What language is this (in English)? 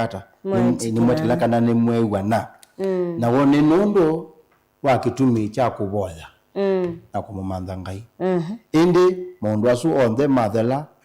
Kamba